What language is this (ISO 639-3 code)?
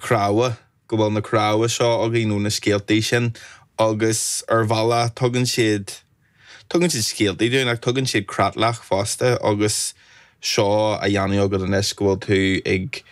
gle